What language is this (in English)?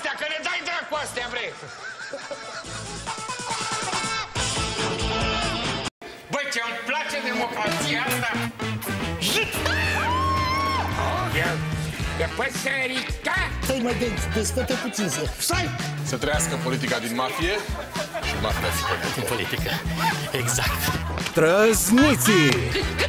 Romanian